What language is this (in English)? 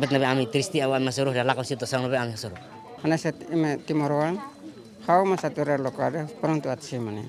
Tetum